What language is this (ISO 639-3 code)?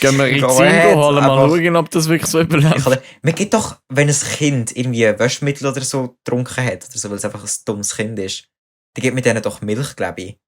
gsw